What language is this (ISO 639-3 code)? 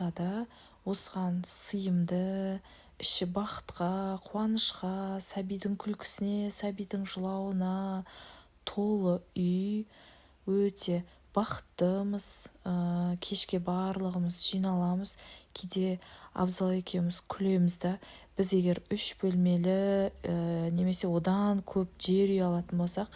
kaz